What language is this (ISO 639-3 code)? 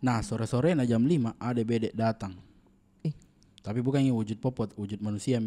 mfp